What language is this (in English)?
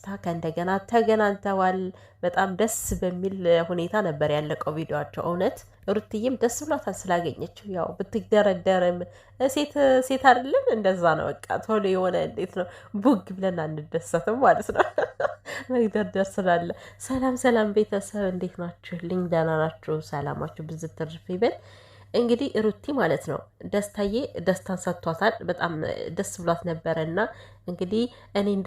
Amharic